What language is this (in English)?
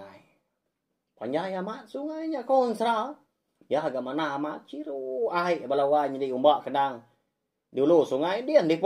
Iban